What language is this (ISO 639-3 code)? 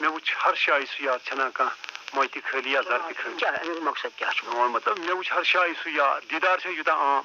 kas